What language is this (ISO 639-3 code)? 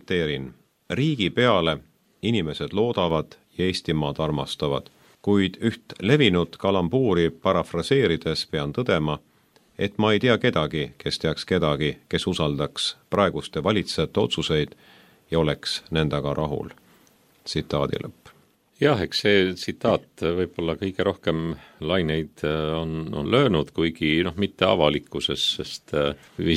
est